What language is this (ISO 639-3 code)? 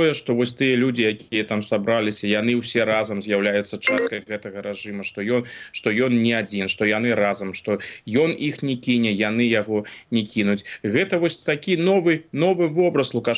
bel